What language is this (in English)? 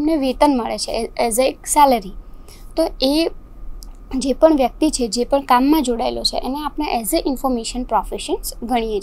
Gujarati